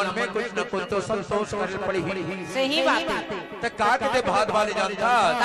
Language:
Chhattisgarhi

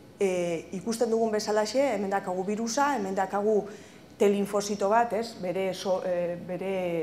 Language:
Basque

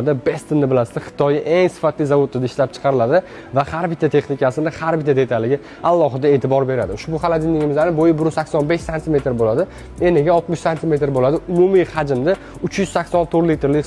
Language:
Uzbek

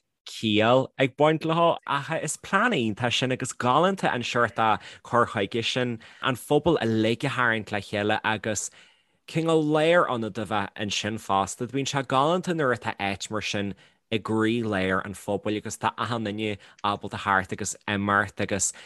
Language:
Irish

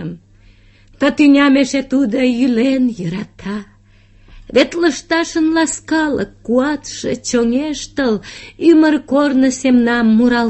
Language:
Mari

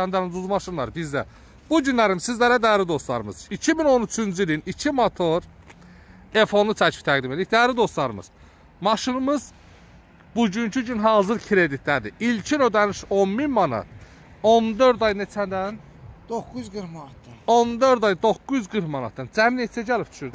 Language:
Azerbaijani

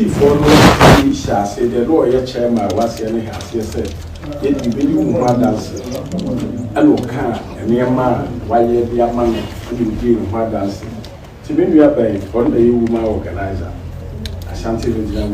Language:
Akan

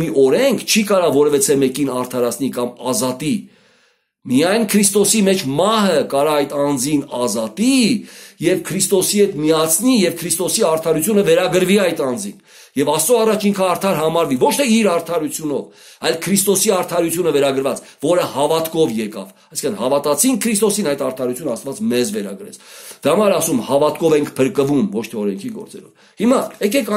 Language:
Armenian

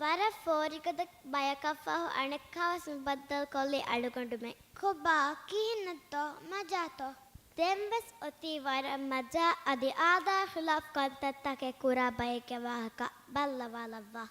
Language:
Divehi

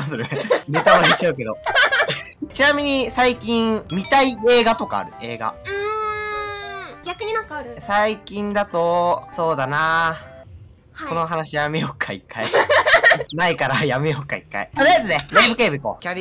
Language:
Japanese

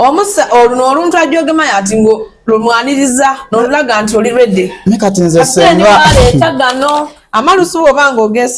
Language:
Soga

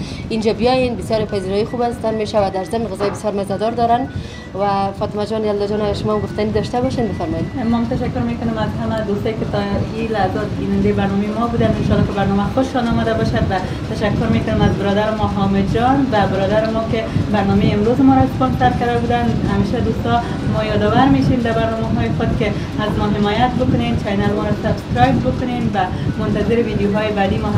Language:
Persian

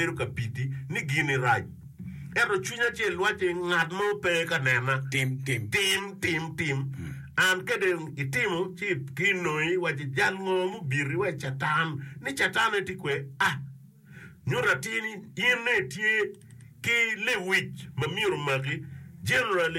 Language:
Acoli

